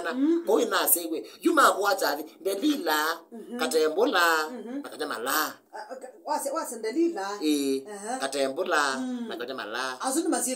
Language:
Kamba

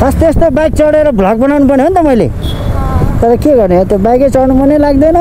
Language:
Nepali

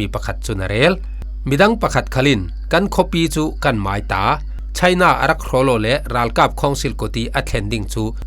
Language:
Falam Chin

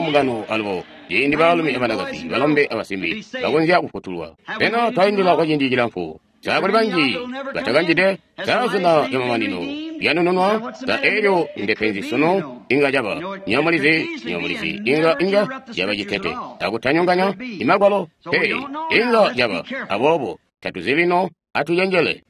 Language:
Tonga (Zambia)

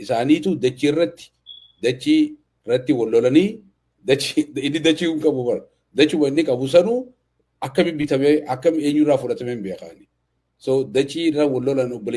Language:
Oromo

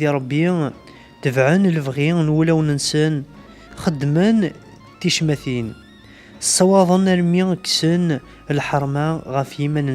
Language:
Kabyle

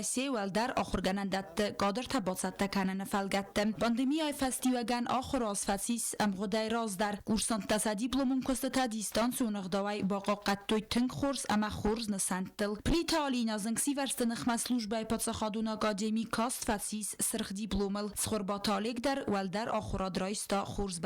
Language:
Ossetic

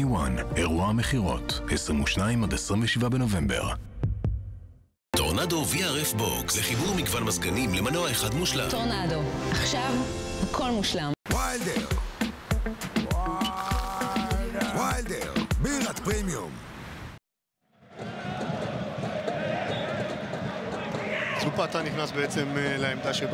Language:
Hebrew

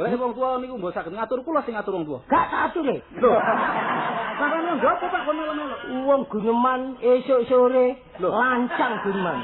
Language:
Javanese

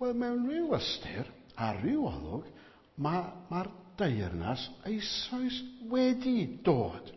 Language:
Welsh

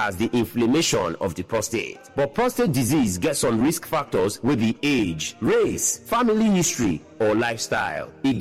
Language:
Nigerian Pidgin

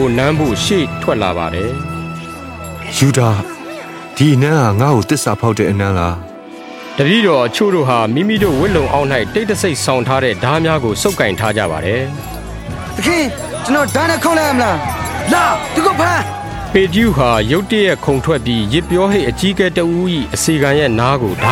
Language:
Burmese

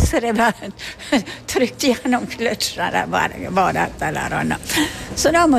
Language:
Norwegian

